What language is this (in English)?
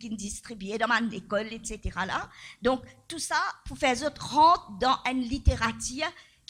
Morisyen